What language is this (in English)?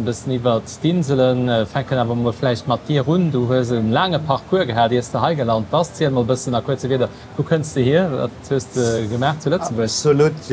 Luxembourgish